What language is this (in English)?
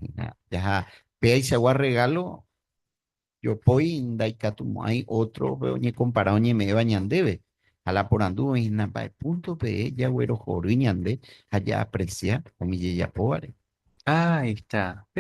Guarani